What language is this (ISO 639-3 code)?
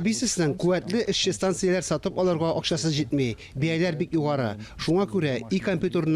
tat